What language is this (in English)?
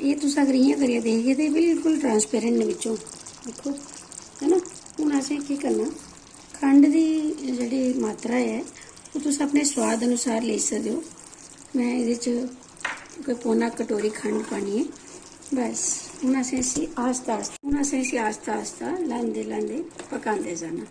Dogri